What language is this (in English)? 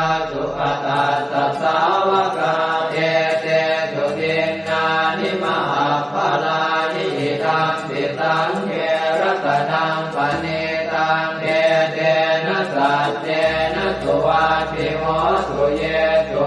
Pali